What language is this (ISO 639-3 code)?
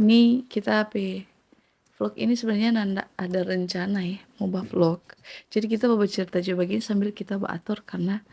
xmm